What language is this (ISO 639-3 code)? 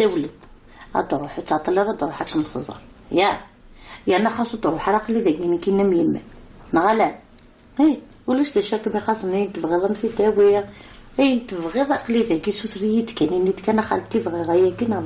kab